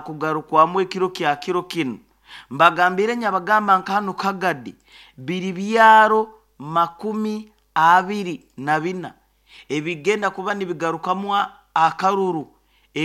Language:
Nyoro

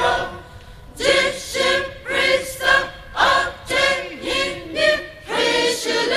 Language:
Poumei Naga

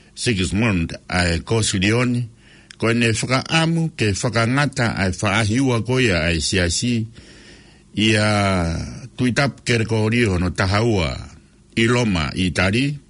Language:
Tongan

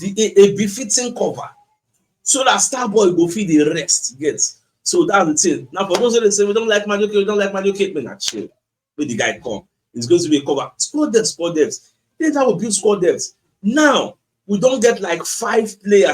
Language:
Nigerian Pidgin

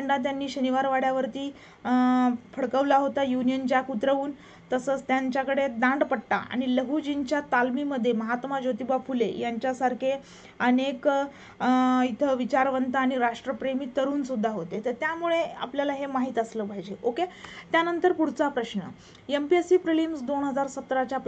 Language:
Marathi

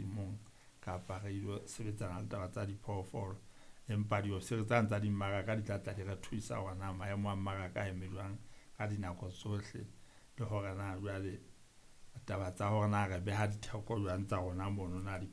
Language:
Southern Sotho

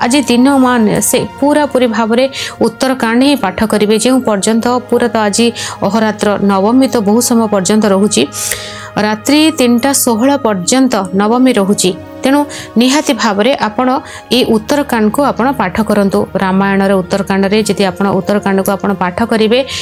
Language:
Odia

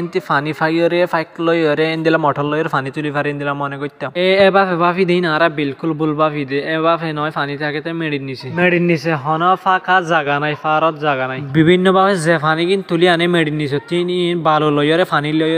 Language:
Rohingya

